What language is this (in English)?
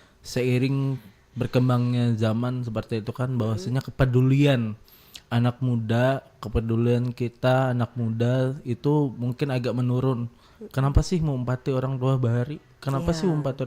Banjar